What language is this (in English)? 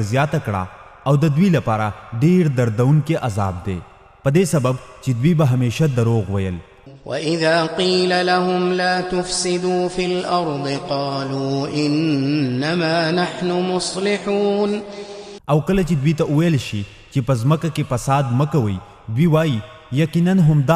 Pashto